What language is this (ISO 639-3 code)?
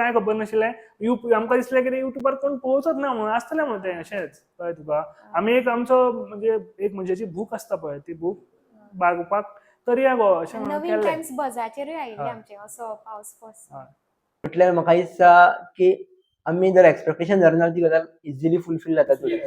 kok